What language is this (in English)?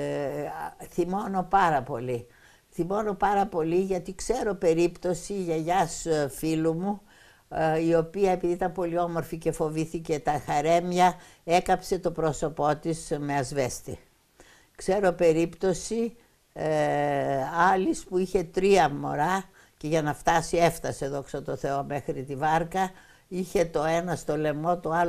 Greek